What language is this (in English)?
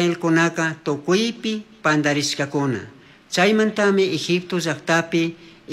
Chimborazo Highland Quichua